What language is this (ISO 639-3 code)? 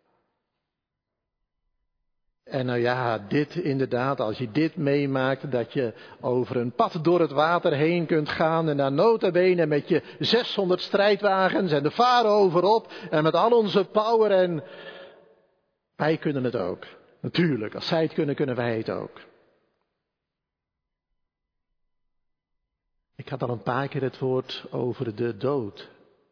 nld